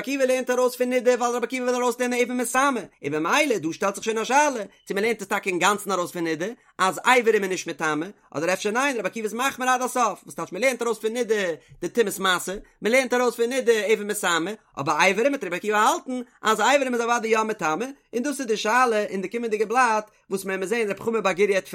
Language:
Yiddish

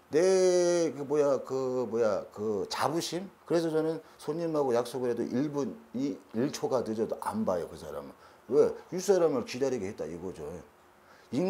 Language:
Korean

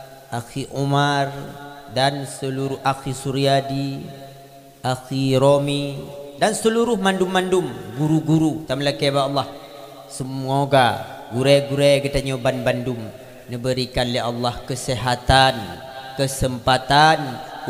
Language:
Achinese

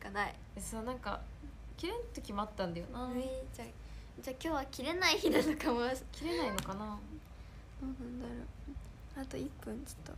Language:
Japanese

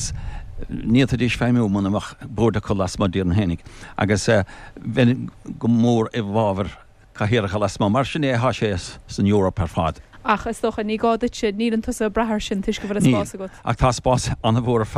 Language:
Irish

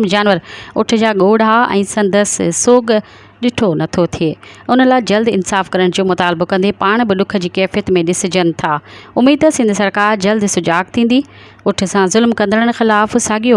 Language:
Sindhi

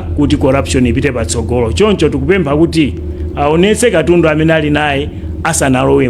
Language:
Nyanja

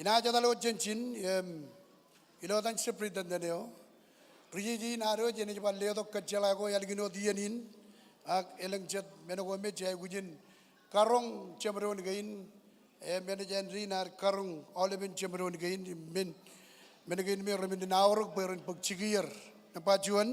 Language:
Marshallese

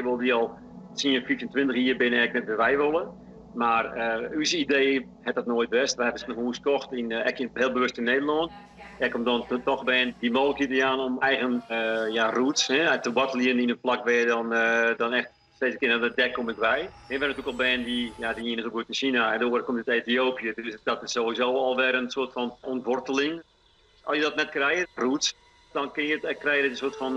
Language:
Western Frisian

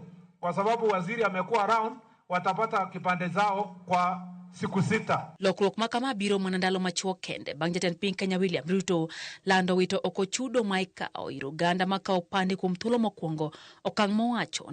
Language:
Luo (Kenya and Tanzania)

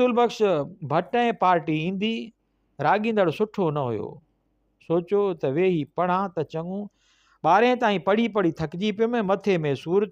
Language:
Sindhi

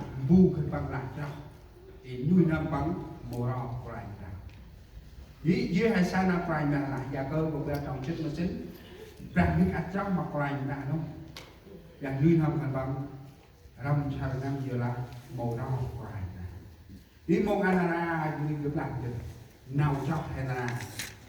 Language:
Central Mnong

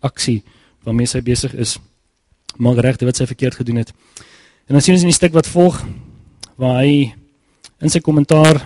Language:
Afrikaans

